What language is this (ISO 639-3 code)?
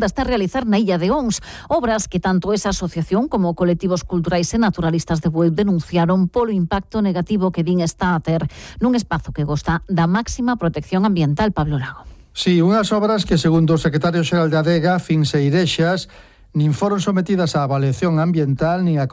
glg